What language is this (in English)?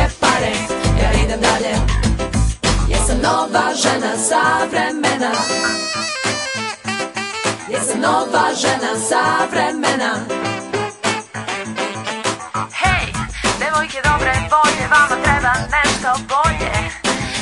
Serbian